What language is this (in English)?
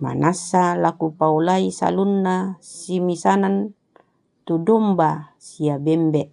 Toraja-Sa'dan